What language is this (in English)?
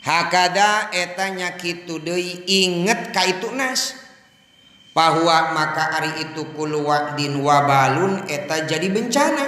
Sundanese